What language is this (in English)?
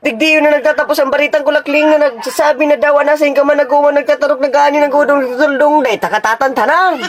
Bikol